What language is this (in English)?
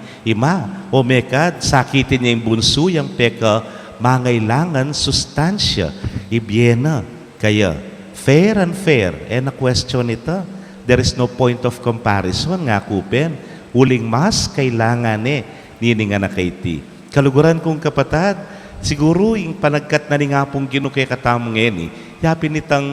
Pampanga